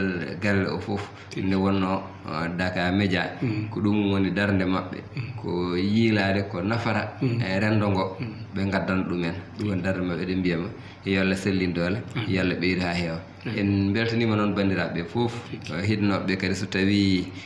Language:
Fula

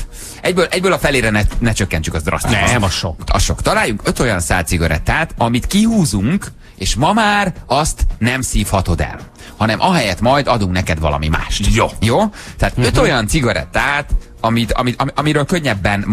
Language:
Hungarian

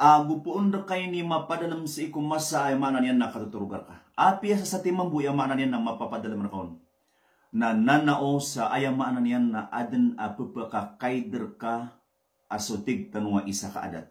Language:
Maranao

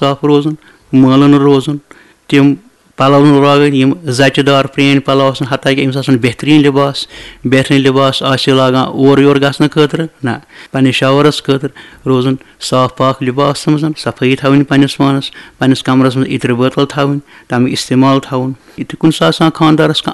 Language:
Kashmiri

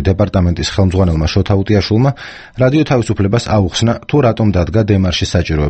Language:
Georgian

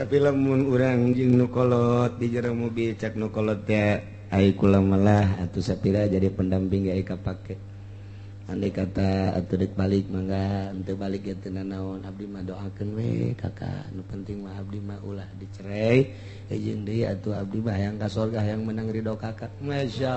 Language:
Sundanese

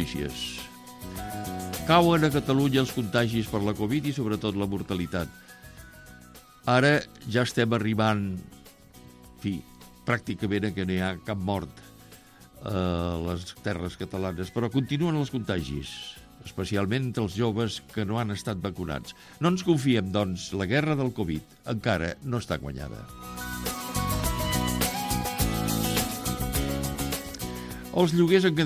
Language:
Catalan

